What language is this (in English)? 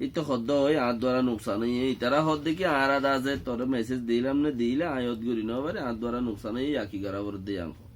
Rohingya